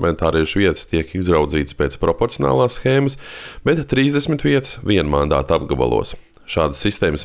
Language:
Latvian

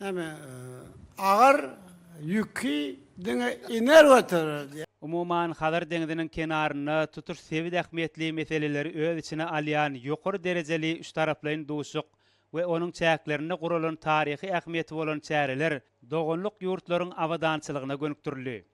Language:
Turkmen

